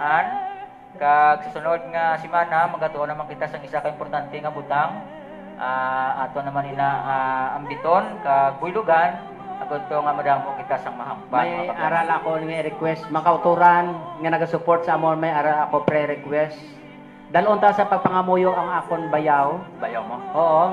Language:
Hiligaynon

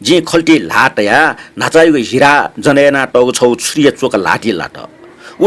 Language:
Newari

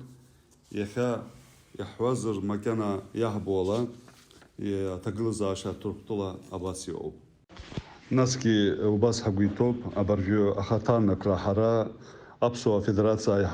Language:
Abkhazian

